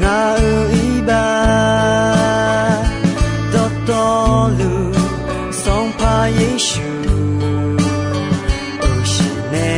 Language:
Akha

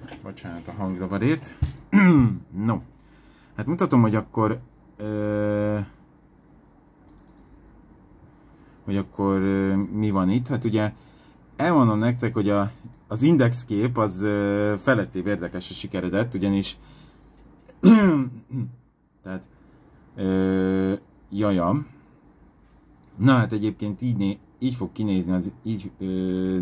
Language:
Hungarian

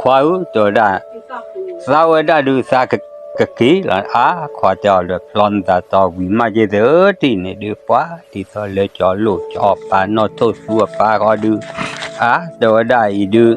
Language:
S'gaw Karen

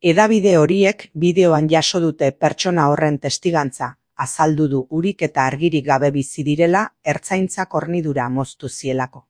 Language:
Basque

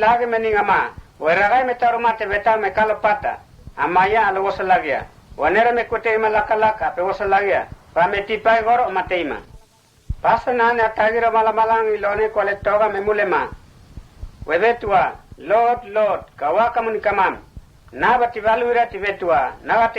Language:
Mota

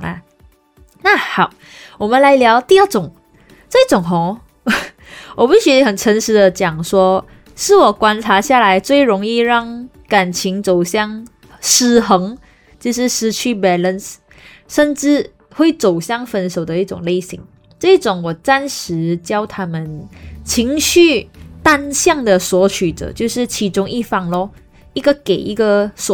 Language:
Chinese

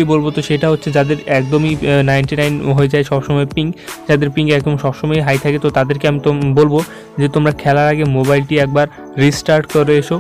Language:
Bangla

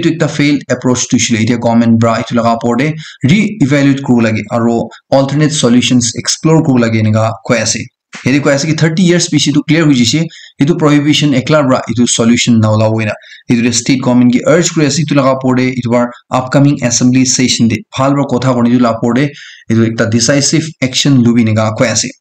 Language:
Naga Pidgin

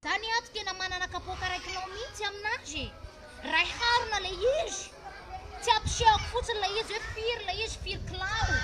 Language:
Malagasy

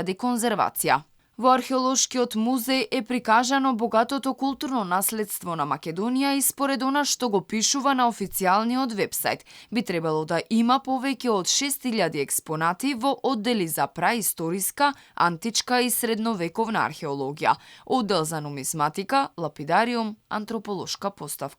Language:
Macedonian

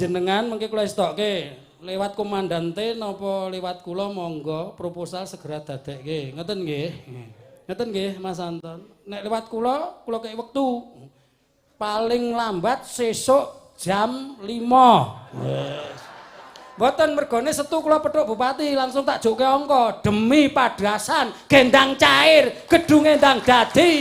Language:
Javanese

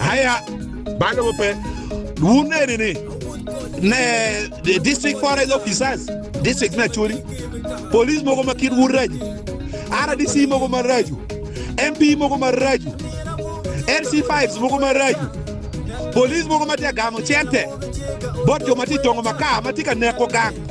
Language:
Acoli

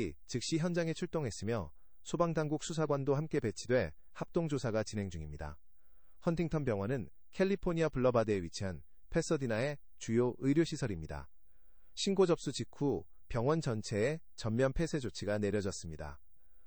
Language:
Korean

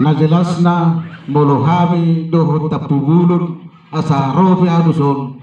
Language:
Batak Toba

